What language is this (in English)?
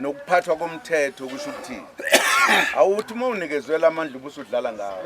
Zulu